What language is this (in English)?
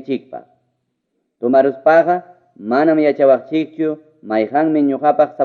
Ayacucho Quechua